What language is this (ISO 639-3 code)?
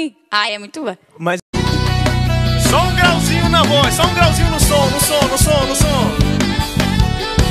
por